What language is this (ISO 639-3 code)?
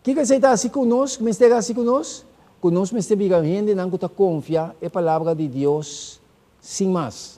pap